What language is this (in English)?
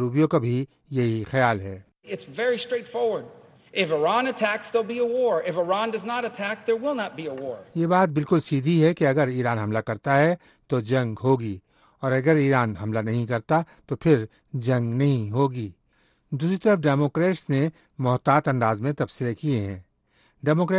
Urdu